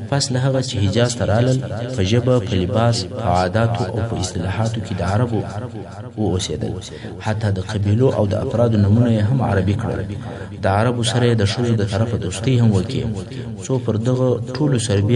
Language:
Pashto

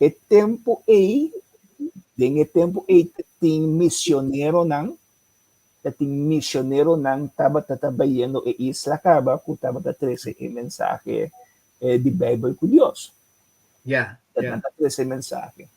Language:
Papiamento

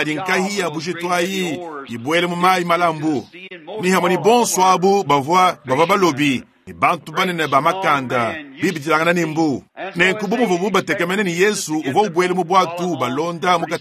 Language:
Luba-Lulua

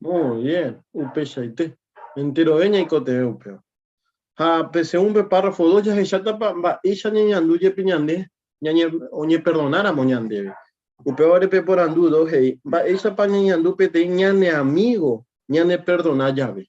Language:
Guarani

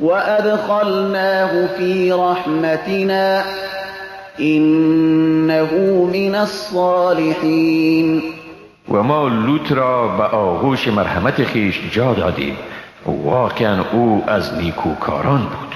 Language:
Persian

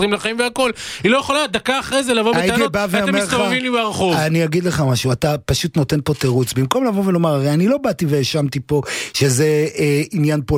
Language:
Hebrew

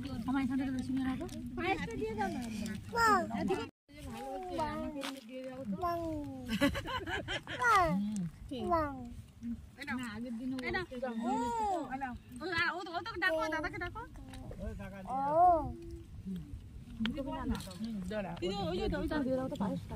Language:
Bangla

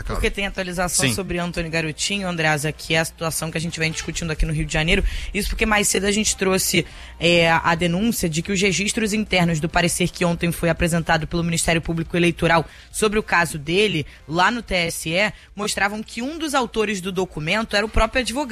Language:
Portuguese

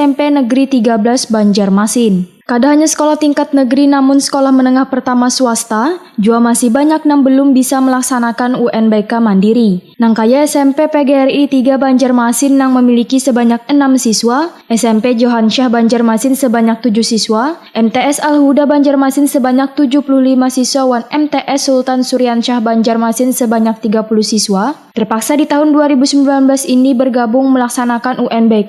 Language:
Banjar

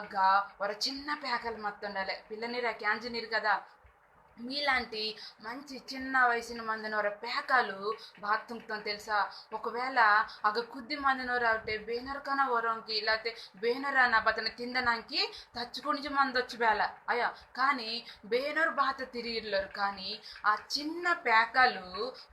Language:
Koya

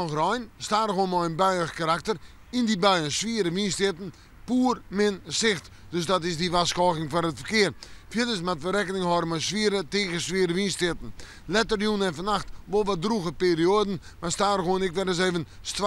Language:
Western Frisian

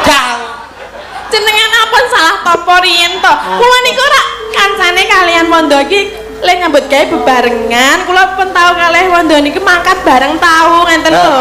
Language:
Javanese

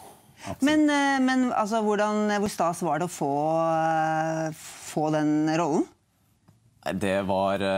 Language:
Norwegian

